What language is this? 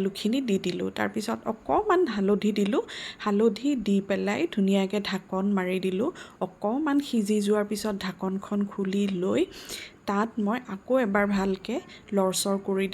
Assamese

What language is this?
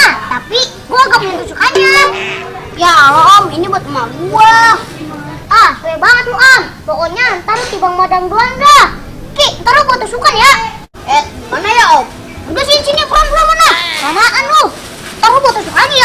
Betawi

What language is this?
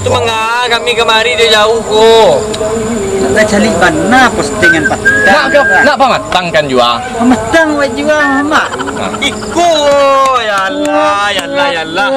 Minangkabau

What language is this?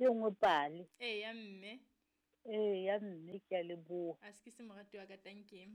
Southern Sotho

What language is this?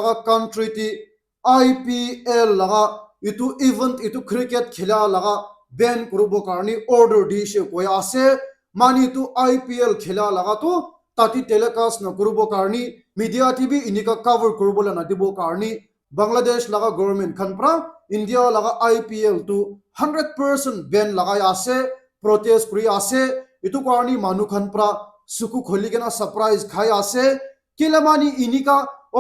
Naga Pidgin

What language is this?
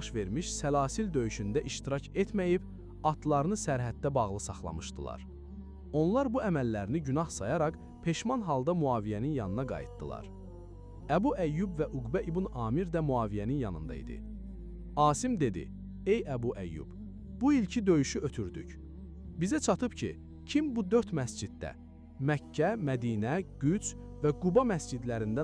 Azerbaijani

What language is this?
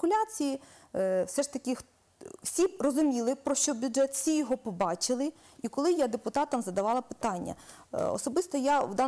Ukrainian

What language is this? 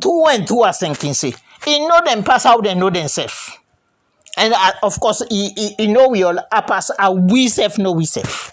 Krio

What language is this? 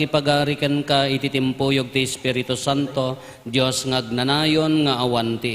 Iloko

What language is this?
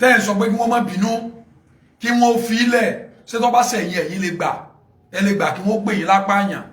Yoruba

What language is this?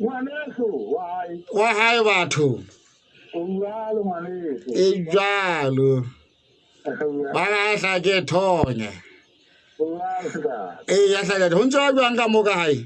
Southern Sotho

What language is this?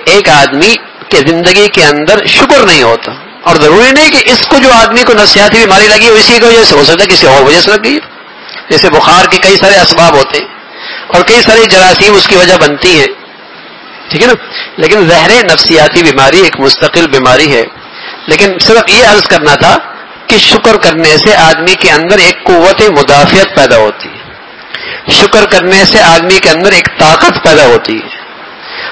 Urdu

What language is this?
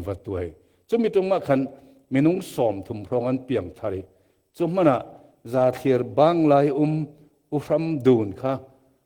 Falam Chin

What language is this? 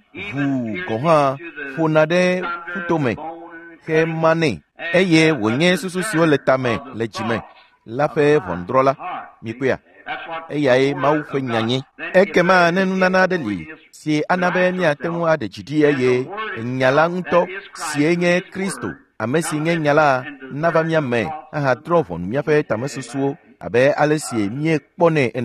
Ewe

